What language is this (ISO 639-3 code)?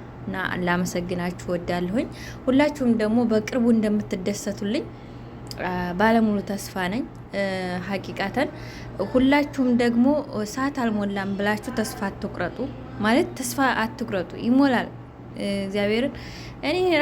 amh